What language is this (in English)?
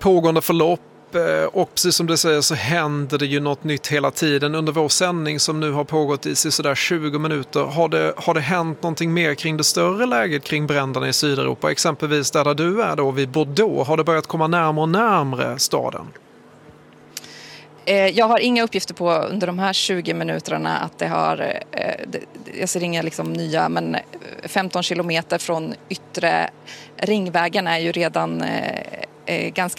Swedish